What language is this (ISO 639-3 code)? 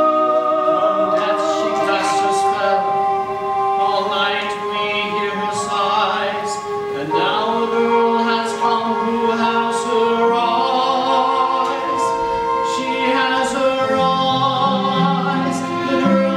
eng